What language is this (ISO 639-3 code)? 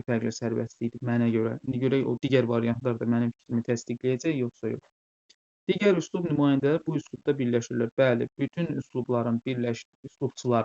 aze